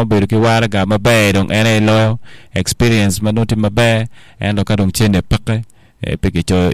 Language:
Acoli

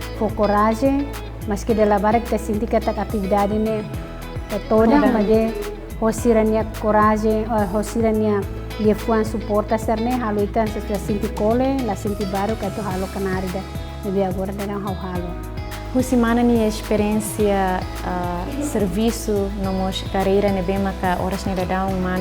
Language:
Tetum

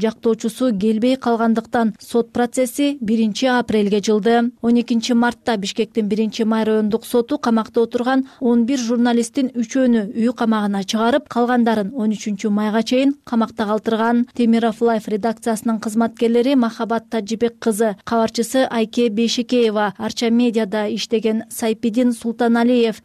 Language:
Kyrgyz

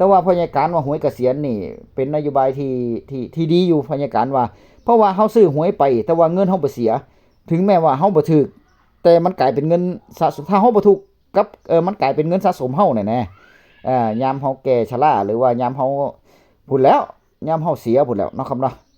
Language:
Northeastern Thai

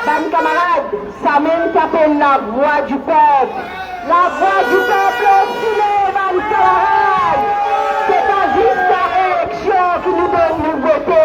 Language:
Morisyen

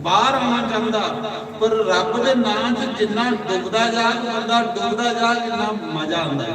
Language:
Dogri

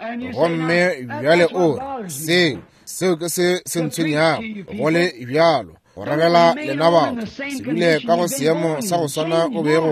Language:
Northern Sotho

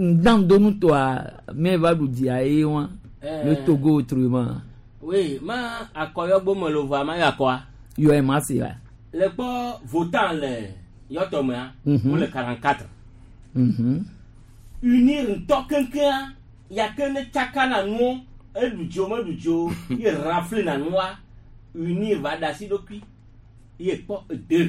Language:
Gen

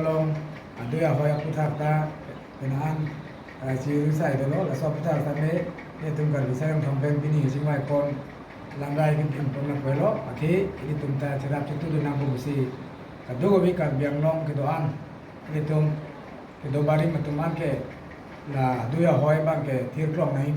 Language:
Karbi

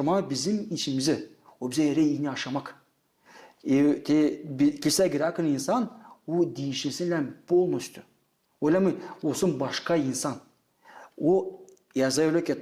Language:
Gagauz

